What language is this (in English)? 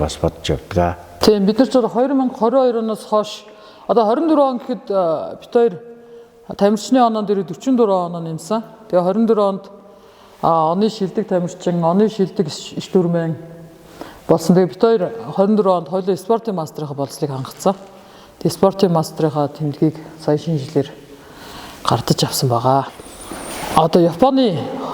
Mongolian